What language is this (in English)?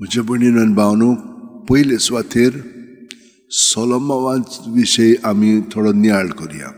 Konkani